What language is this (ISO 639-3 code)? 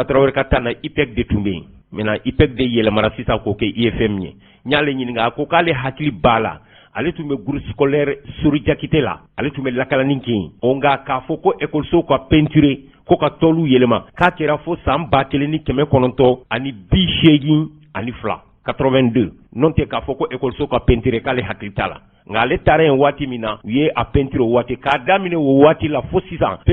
bam